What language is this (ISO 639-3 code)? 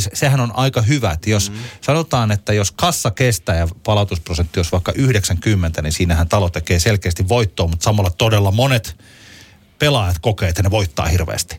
fin